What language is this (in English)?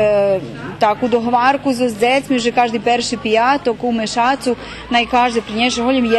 Rusyn